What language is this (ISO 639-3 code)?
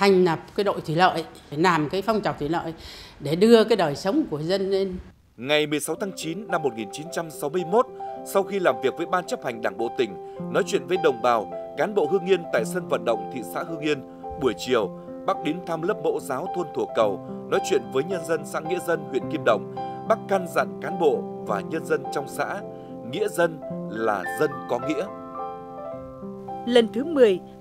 vie